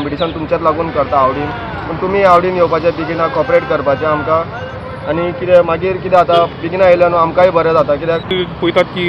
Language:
Konkani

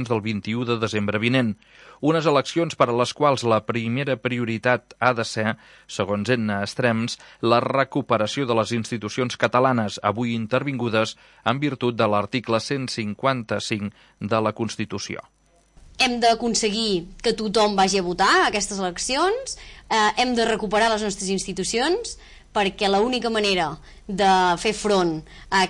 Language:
Catalan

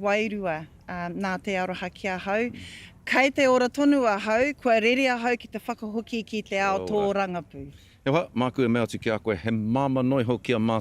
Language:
Māori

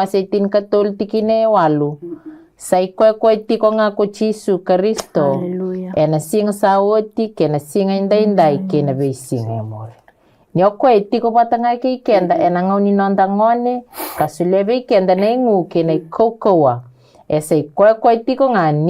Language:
Fijian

